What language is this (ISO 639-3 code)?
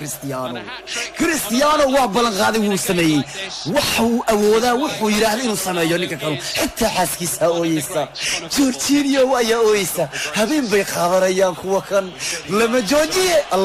som